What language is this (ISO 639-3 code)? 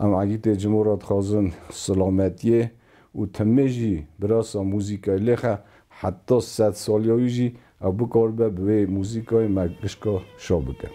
kur